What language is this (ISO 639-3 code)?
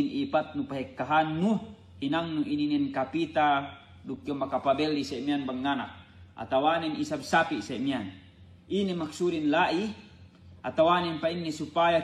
yka